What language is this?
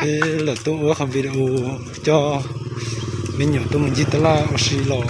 Hmong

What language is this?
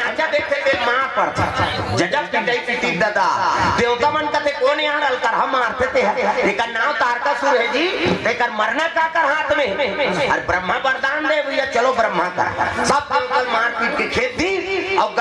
Chhattisgarhi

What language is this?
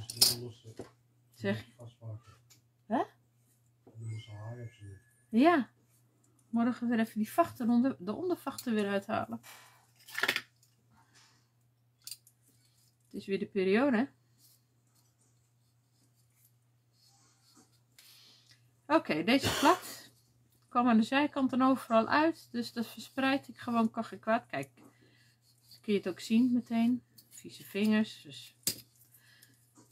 Dutch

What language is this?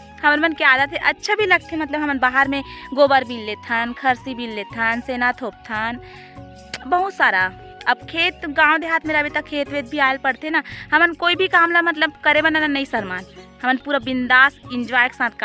Chhattisgarhi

